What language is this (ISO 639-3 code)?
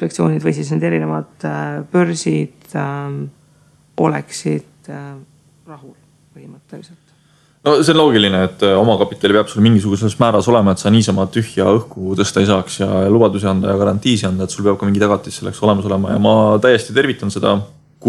est